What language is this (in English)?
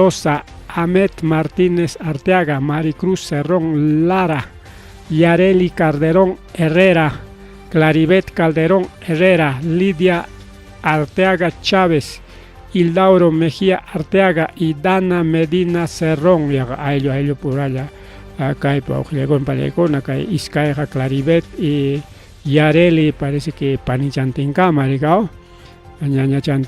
Ayacucho Quechua